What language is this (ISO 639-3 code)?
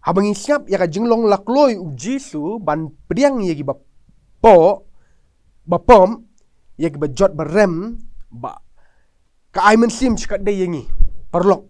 kha